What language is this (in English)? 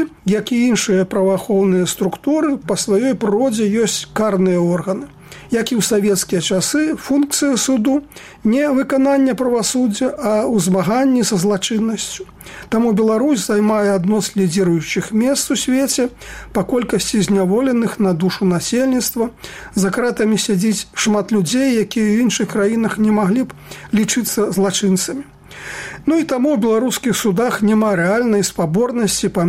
Belarusian